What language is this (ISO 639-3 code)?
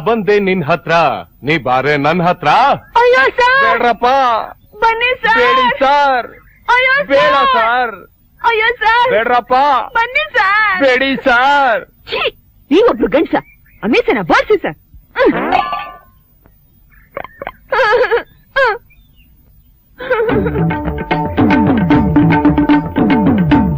kan